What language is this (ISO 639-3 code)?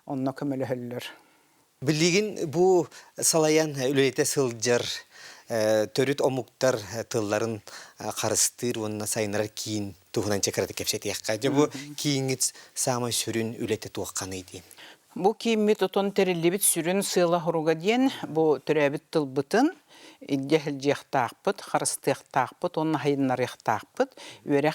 sah